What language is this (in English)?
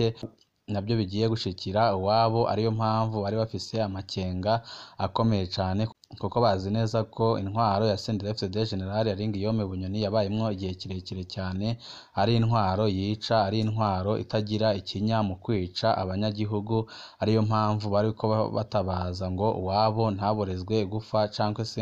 Rundi